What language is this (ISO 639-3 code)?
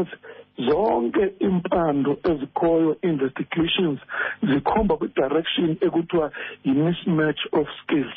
xho